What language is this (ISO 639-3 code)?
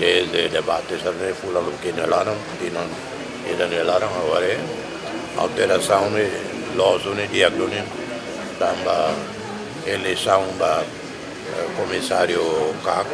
tet